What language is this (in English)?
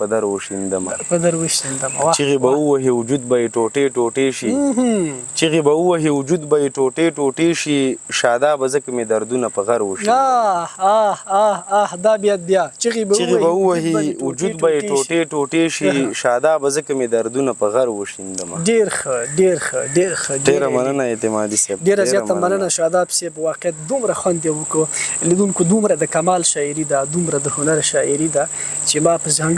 Pashto